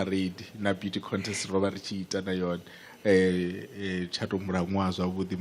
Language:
Venda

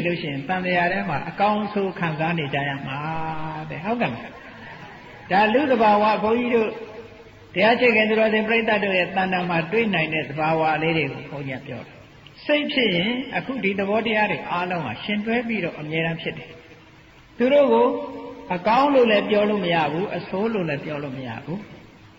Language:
Burmese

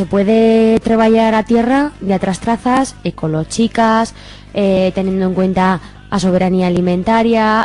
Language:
Aragonese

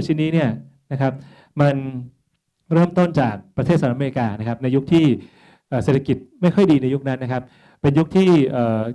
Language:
Thai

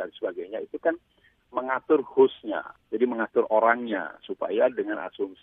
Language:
Indonesian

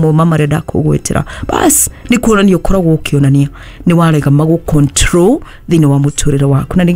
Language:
Kikuyu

